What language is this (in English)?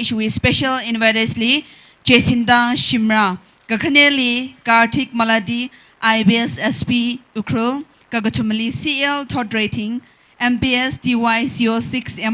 Tangkhul Naga (India)